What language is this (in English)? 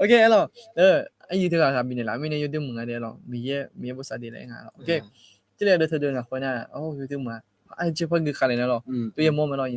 Akha